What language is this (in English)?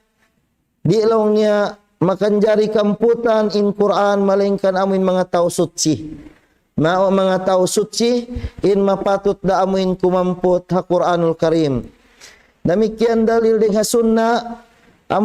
Tausug